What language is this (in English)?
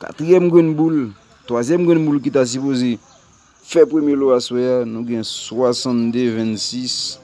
Haitian Creole